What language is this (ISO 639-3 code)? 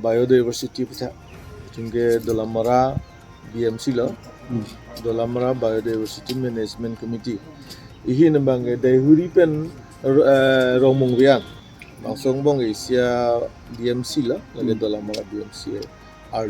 mjw